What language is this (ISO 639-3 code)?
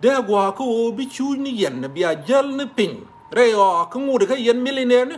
nus